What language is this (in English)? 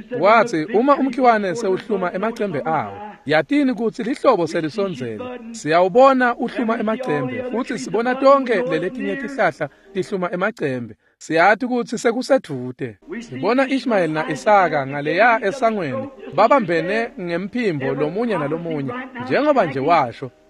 Swati